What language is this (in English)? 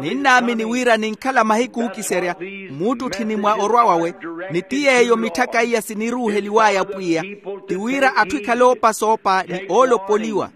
Makhuwa